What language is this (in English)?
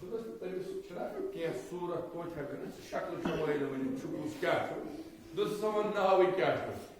Kashmiri